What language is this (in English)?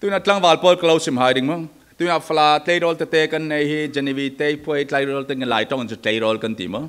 Falam Chin